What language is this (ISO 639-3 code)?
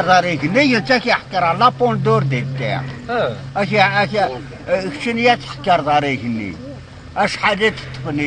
kab